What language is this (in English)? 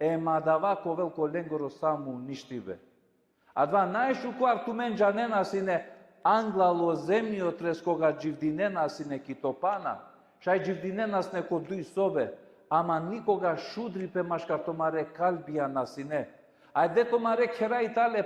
Balkan Romani